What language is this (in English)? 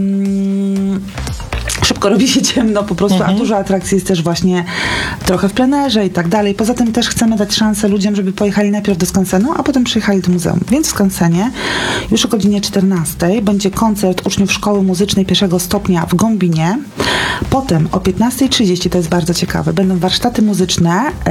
Polish